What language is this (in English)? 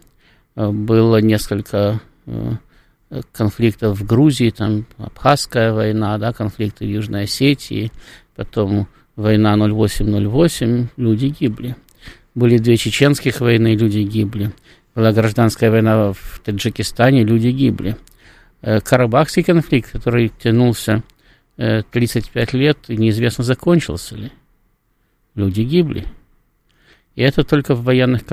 Russian